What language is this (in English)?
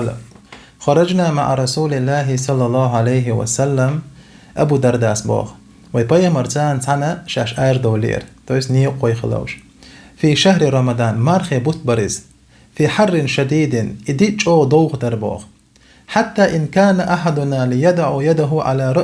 Chechen